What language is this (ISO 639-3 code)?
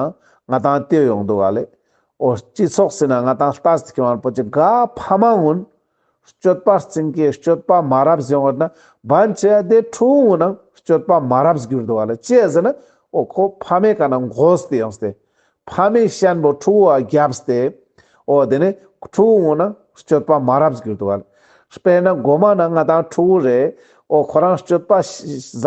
lbj